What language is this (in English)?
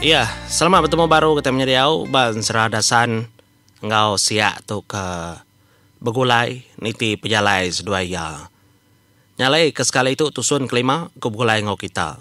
Iban